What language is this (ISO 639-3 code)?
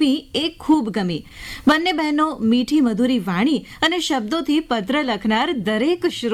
guj